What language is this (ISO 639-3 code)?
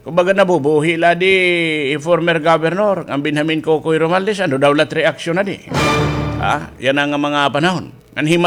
war